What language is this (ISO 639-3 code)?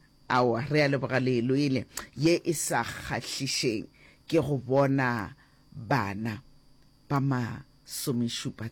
nso